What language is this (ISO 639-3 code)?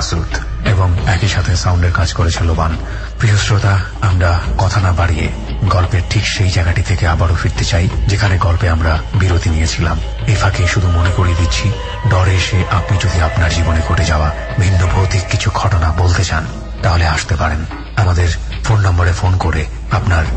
ben